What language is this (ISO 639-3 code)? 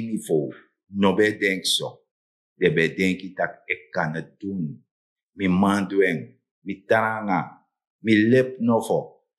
srn